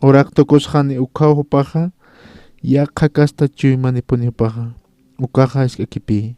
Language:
Aymara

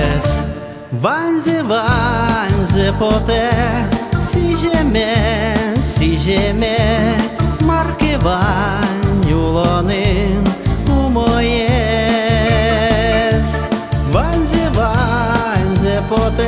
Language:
Udmurt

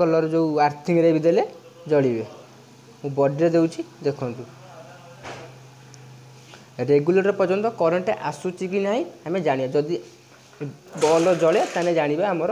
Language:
Odia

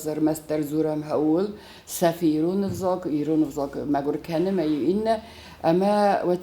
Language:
Ossetic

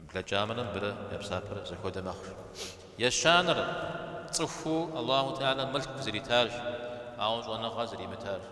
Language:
Kabardian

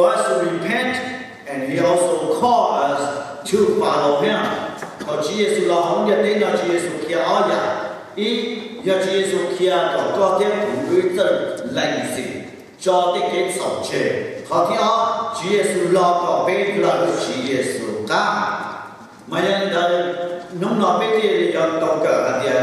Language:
Hmong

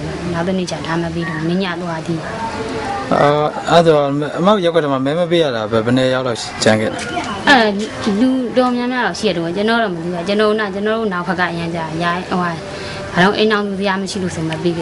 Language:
Burmese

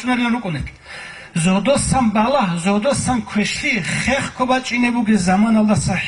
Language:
Avaric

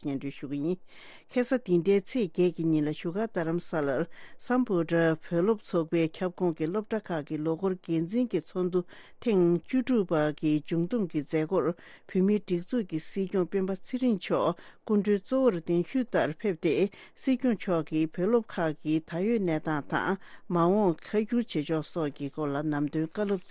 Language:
Tibetan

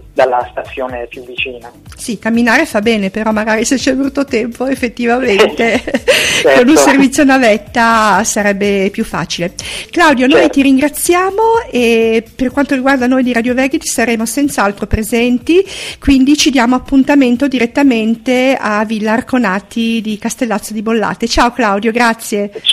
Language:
Italian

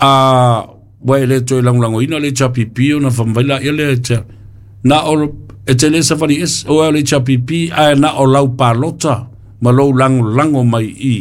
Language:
Samoan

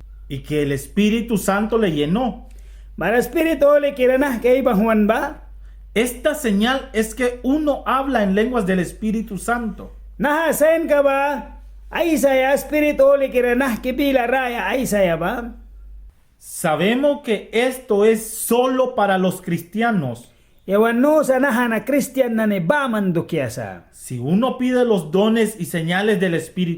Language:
Mískito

